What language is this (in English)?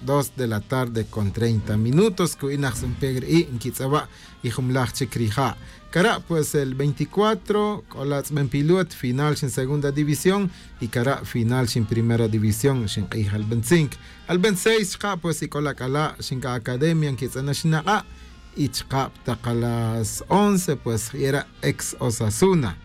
Tz'utujil